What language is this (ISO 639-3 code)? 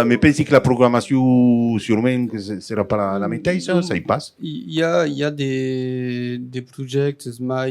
oci